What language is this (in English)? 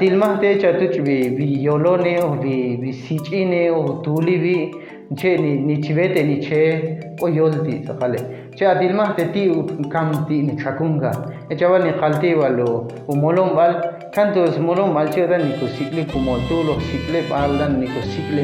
Ixil